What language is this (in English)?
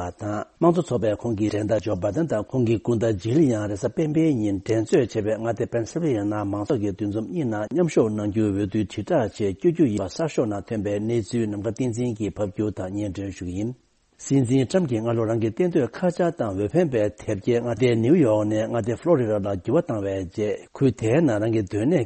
Tibetan